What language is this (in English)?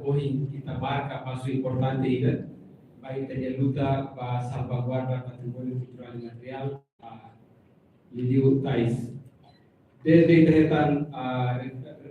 Tetum